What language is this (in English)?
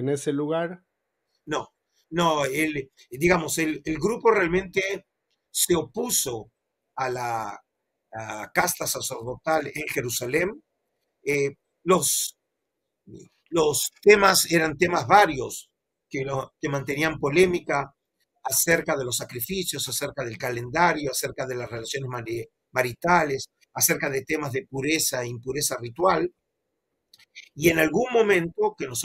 Spanish